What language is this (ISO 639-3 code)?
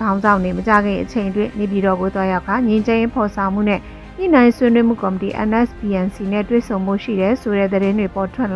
mya